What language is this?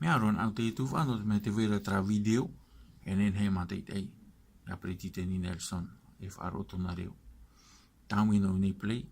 Tahitian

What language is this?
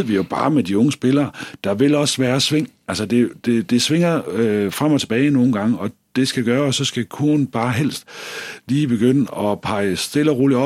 Danish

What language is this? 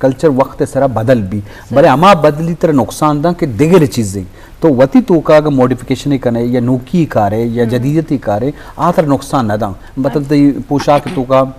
Eastern Balochi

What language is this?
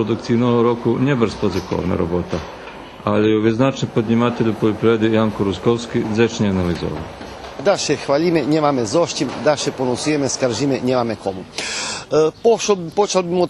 Rusyn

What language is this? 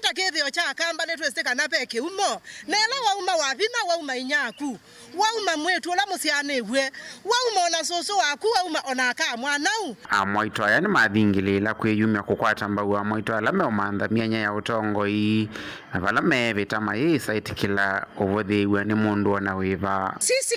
Kamba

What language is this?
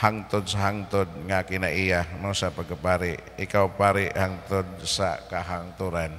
Cebuano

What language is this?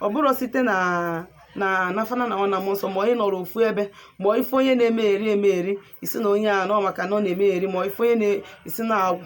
Igbo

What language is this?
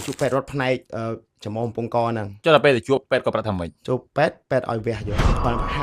Khmer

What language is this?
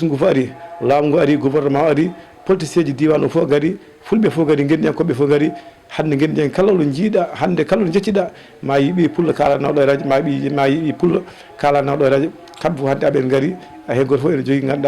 Fula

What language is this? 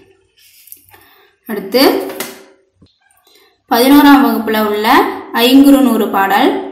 Tamil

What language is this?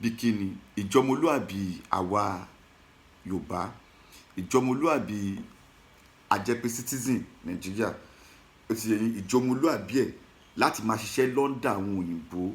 Yoruba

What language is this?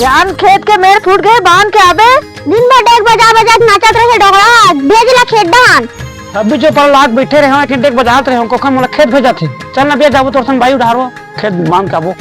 Chhattisgarhi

